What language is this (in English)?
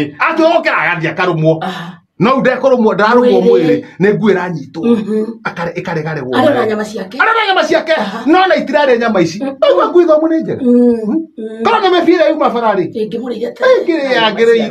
Kikuyu